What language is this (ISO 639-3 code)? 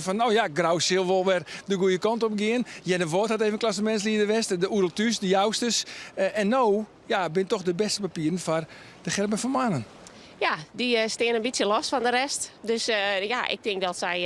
fry